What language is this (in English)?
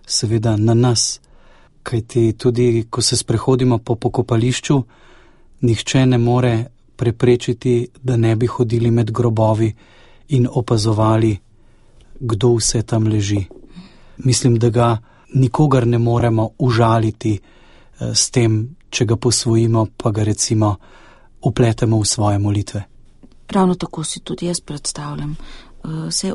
Slovenian